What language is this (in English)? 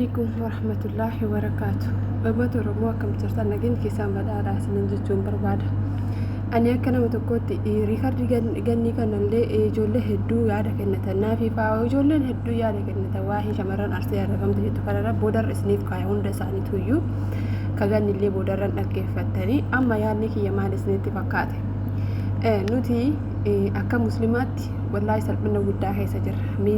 Oromo